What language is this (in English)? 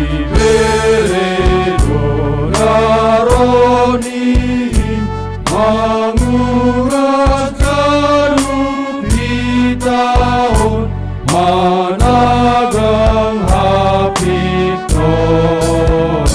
Batak Simalungun